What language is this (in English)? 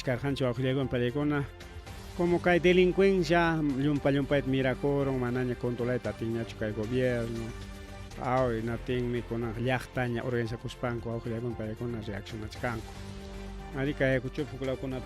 Ayacucho Quechua